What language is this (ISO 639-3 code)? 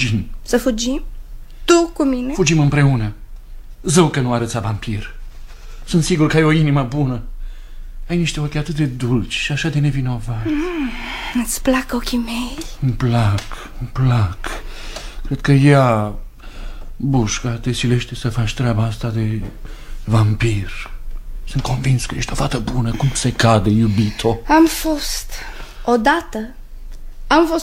ron